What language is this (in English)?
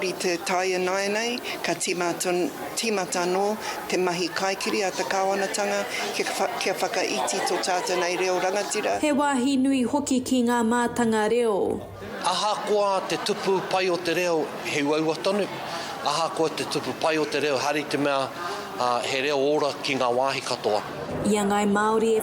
Māori